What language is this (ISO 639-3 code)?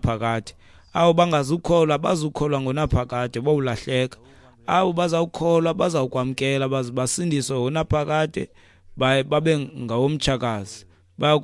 xho